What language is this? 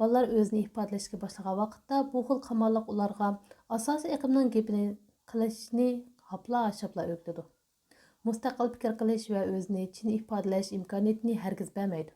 Uyghur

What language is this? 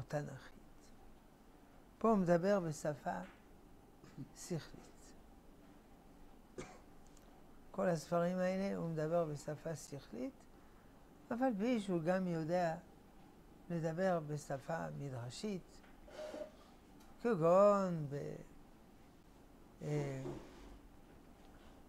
Hebrew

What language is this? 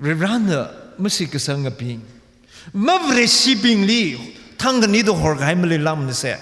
Tangkhul Naga (India)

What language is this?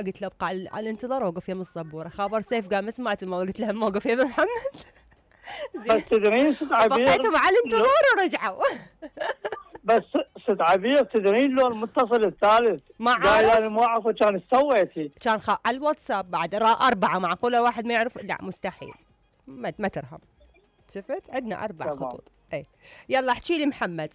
Mesopotamian Arabic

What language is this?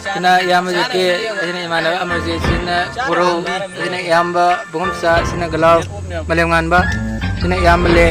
Manipuri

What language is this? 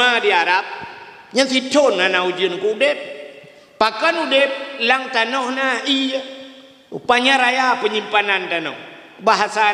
Achinese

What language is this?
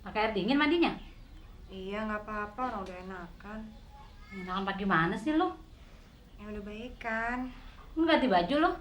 Betawi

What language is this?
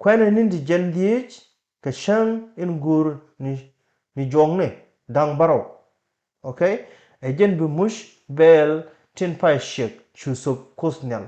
Nuer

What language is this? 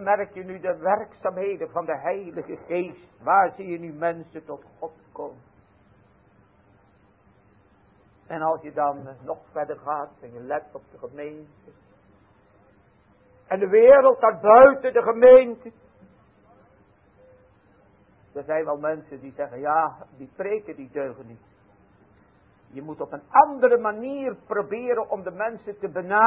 Dutch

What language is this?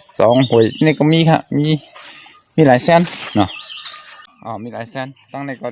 Shan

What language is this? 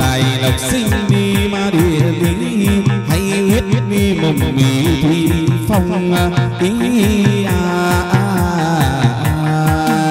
Vietnamese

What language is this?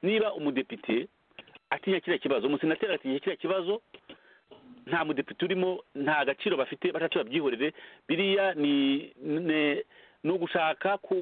Kinyarwanda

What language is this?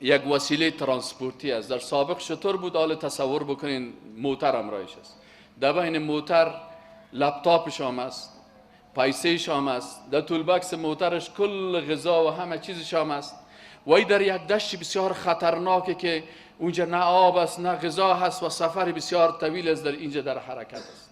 Persian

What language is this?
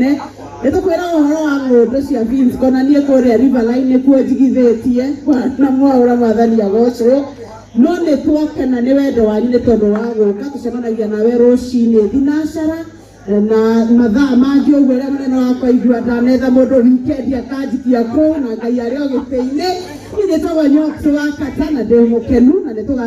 Kikuyu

